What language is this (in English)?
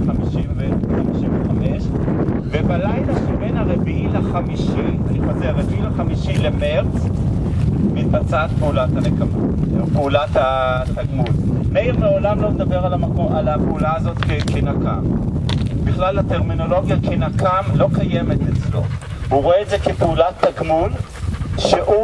Hebrew